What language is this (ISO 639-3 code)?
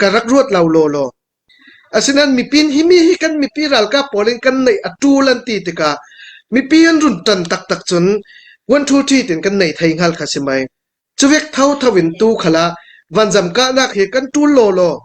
cfm